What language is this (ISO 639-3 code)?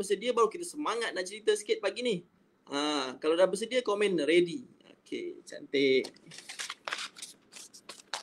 msa